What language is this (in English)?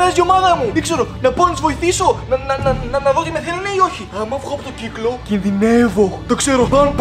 Greek